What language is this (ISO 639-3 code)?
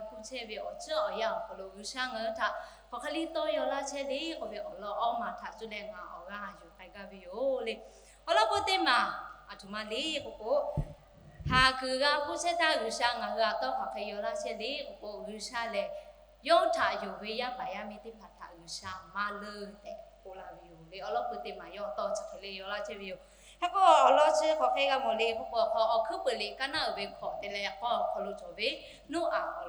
lhu